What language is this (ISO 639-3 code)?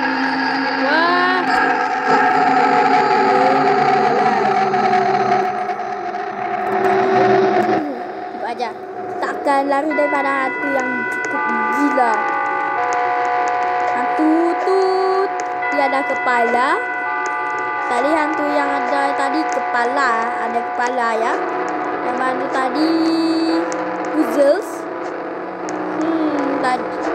msa